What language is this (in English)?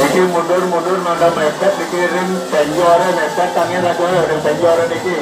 Balinese